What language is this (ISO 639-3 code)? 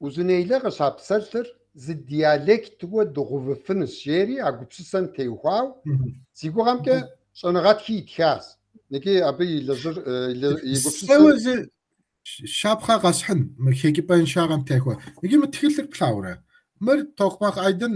kbd